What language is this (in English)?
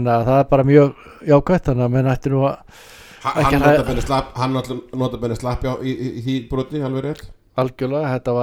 Icelandic